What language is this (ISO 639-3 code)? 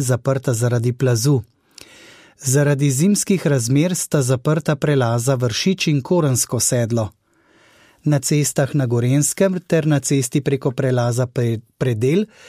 slv